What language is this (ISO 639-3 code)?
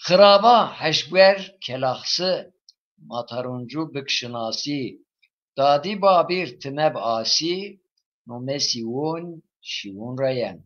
zza